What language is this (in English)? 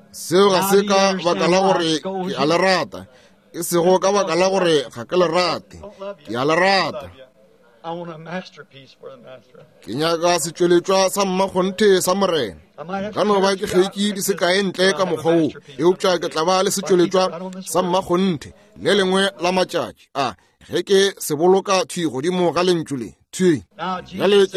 Northern Sotho